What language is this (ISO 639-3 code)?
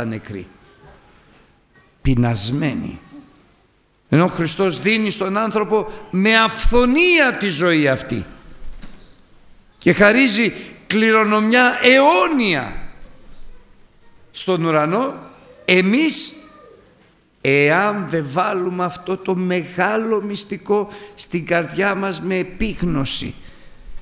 ell